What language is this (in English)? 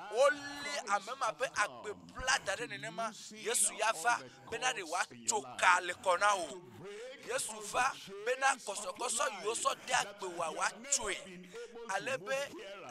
Ewe